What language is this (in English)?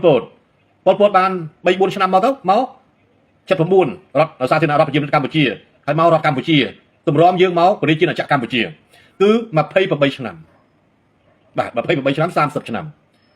Khmer